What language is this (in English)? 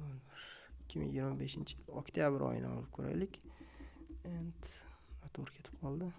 Uzbek